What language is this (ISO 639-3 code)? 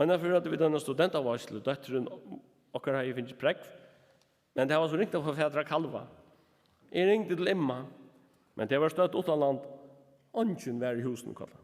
fao